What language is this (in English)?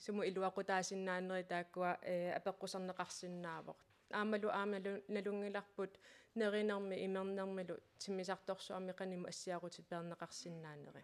Kalaallisut